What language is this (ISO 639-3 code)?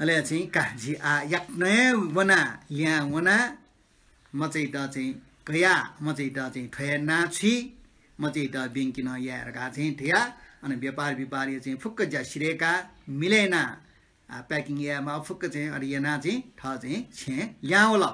new